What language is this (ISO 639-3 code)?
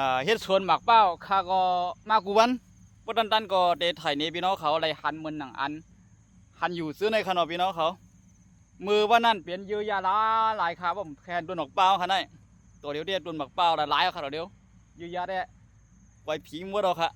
shn